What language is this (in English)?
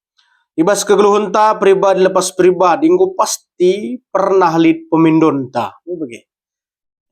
Batak Karo